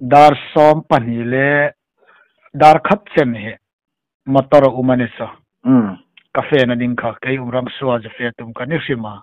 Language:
Hmar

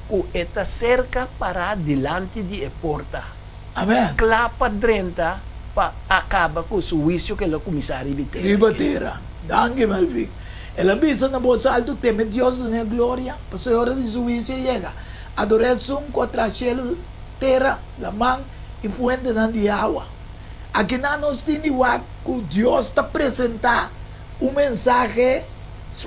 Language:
Papiamento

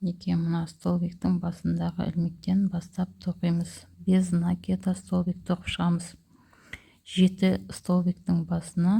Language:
Kazakh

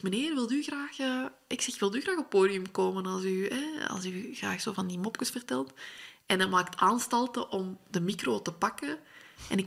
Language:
Dutch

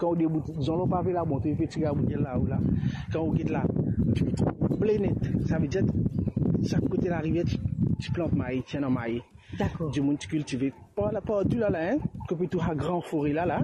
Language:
Morisyen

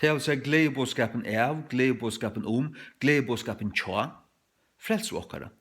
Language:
Faroese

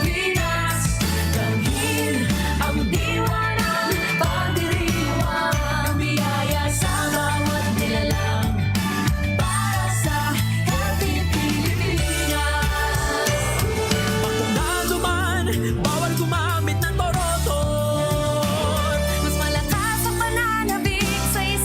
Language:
Bikol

